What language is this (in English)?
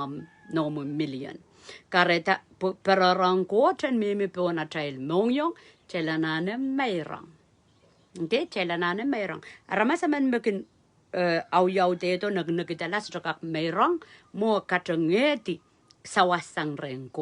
Pohnpeian